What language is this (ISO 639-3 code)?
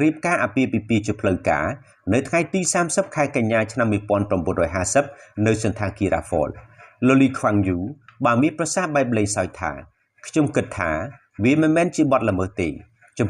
khm